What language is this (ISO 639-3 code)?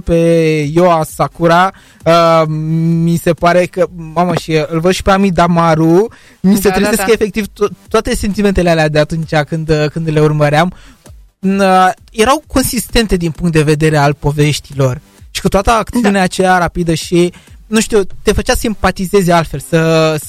ron